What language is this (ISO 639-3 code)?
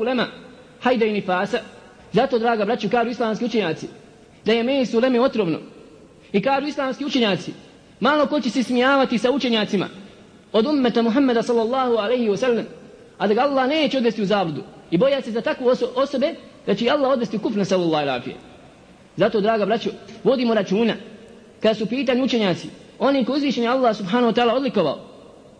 bos